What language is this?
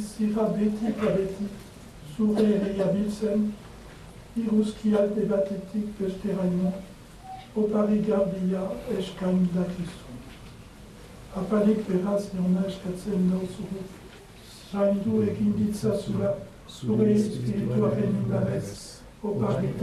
Basque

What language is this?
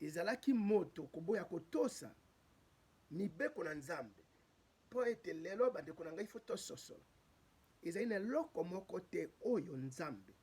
Lingala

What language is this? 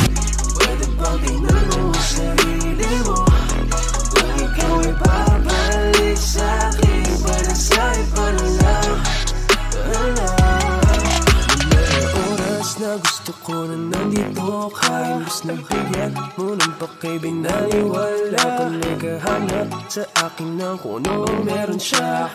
Filipino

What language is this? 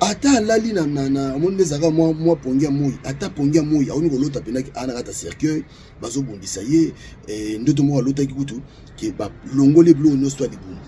Lingala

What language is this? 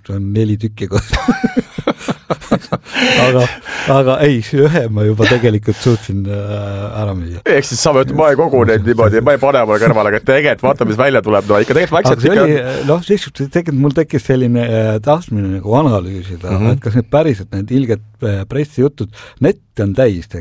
Estonian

